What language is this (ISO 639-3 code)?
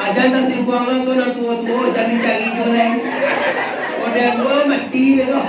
min